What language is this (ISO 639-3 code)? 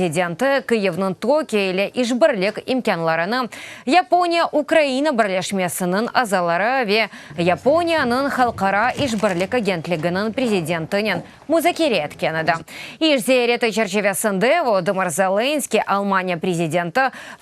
crh